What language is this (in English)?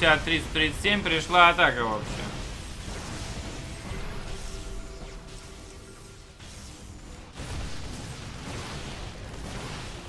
Russian